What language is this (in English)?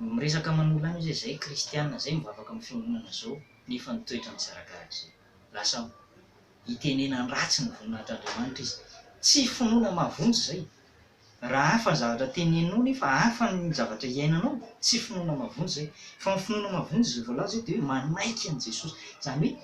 Malagasy